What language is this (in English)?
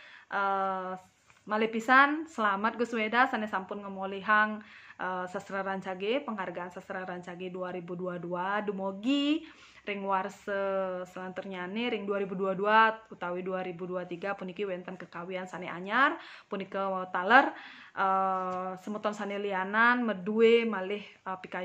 Balinese